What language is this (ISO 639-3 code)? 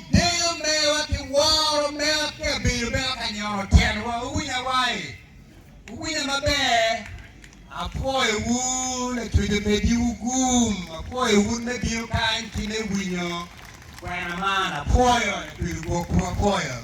ach